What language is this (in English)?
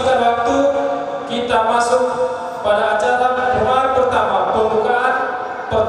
Nias